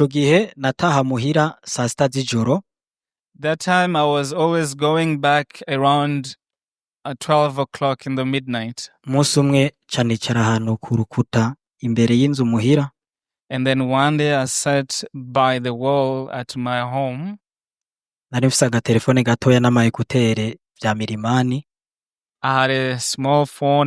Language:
Rundi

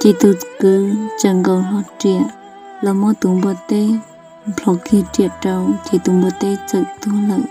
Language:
Hmong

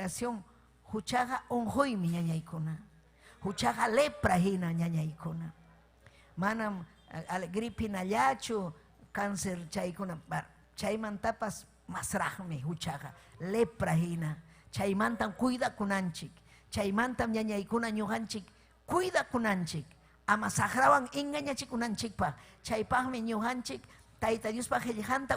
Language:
Ayacucho Quechua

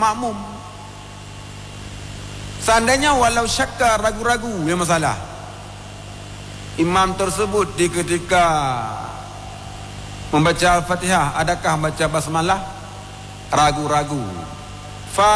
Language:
Malay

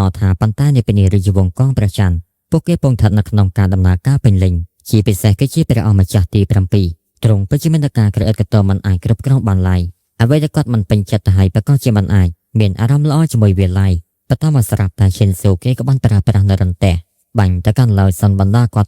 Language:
Khmer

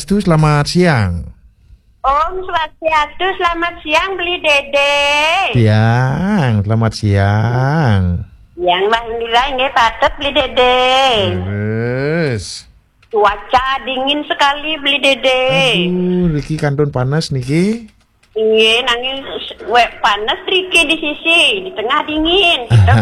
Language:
Balinese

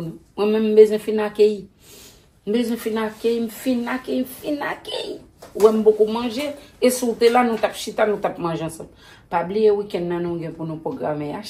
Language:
Haitian Creole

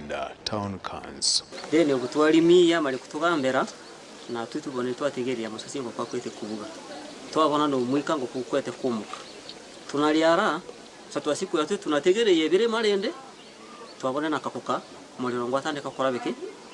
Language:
Nyankole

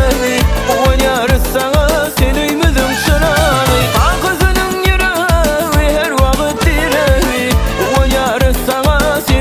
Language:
Turkmen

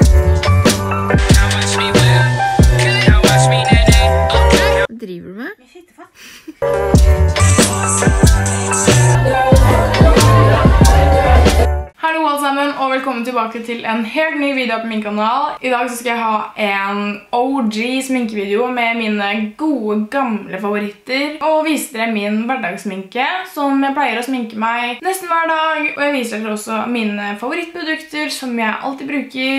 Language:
Norwegian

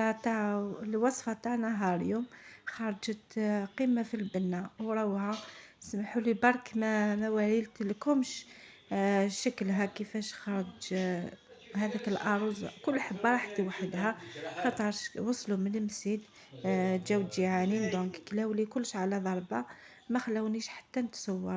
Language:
Algerian Arabic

